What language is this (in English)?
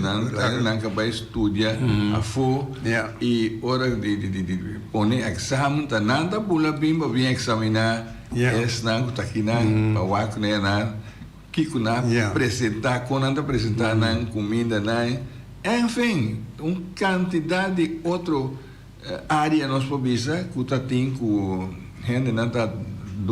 Papiamento